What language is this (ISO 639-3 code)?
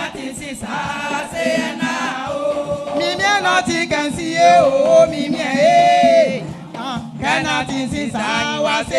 bci